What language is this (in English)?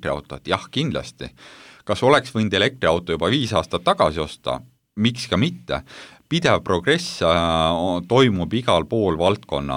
Estonian